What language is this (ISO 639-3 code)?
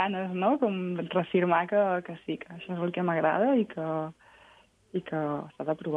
cat